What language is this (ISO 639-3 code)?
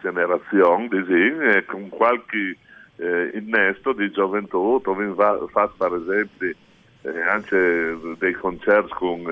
fur